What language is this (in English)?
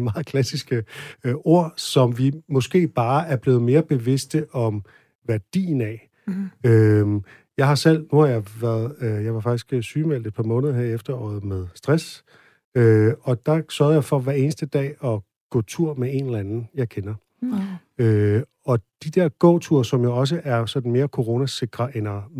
Danish